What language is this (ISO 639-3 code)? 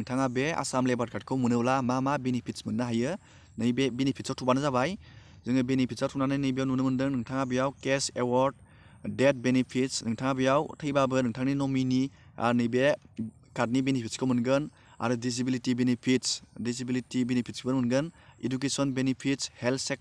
brx